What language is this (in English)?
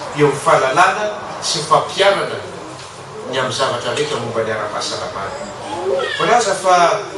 Malagasy